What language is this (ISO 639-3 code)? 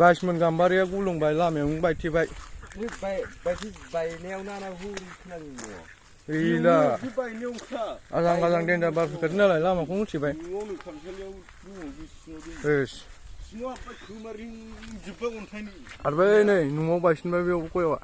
brx